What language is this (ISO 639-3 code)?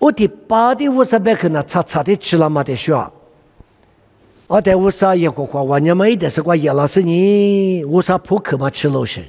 lis